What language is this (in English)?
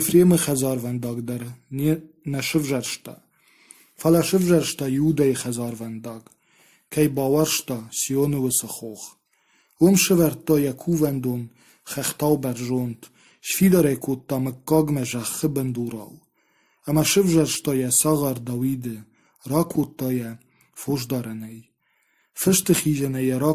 Ossetic